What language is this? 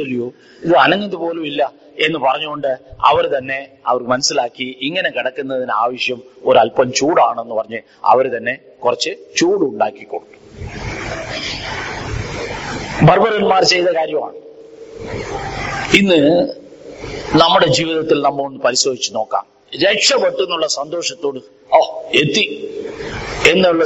Malayalam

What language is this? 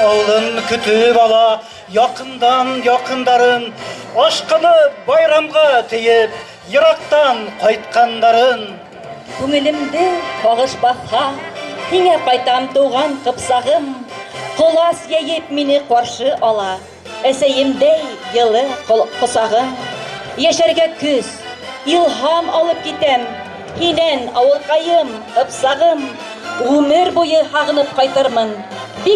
Bashkir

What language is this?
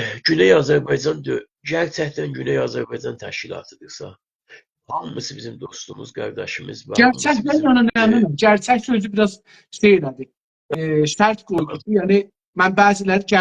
South Azerbaijani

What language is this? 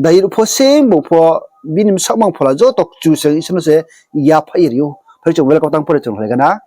Riang (India)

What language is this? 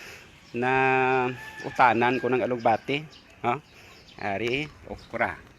Hiligaynon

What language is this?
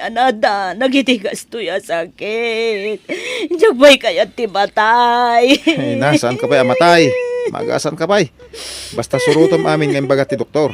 Iloko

